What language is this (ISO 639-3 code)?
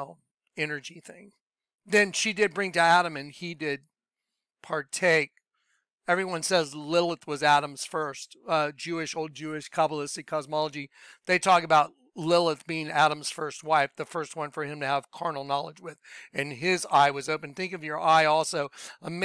eng